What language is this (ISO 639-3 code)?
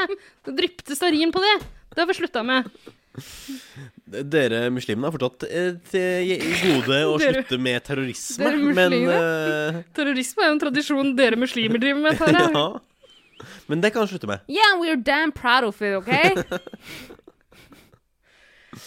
nor